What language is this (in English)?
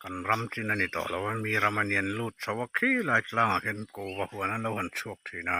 Mizo